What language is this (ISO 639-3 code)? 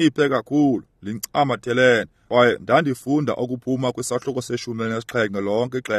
xho